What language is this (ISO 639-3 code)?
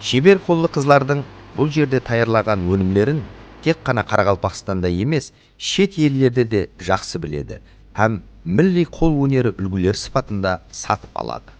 kaa